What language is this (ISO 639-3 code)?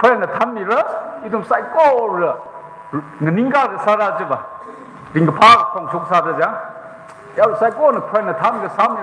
nmf